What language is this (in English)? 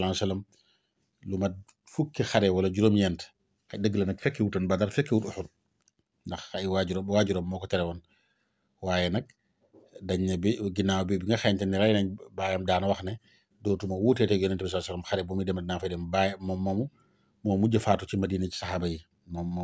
Wolof